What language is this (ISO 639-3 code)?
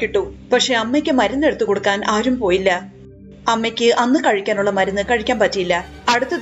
mal